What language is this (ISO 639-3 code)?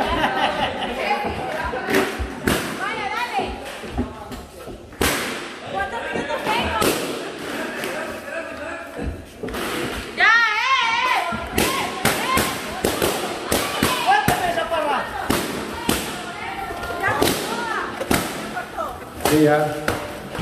spa